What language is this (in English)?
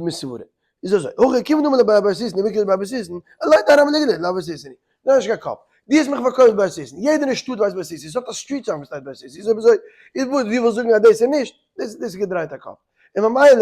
Yiddish